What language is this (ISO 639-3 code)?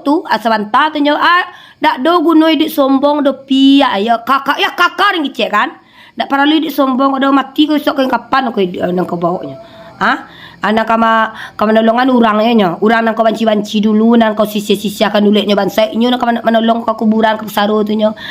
min